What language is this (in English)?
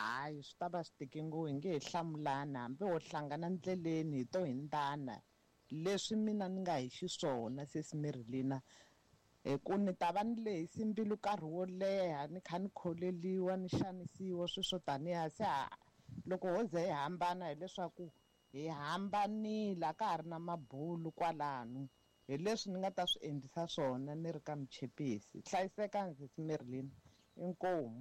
Tsonga